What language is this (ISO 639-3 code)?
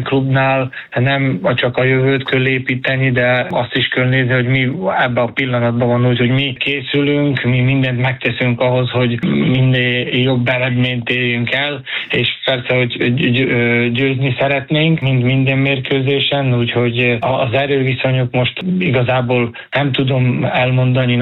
hun